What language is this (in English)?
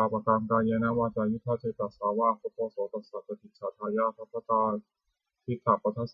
Pali